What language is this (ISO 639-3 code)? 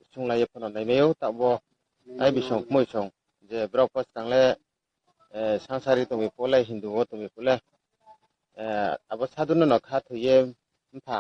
ria